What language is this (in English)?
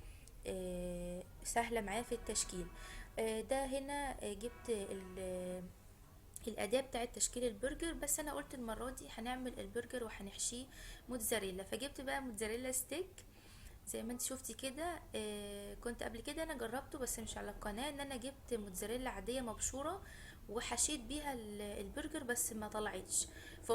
Egyptian Arabic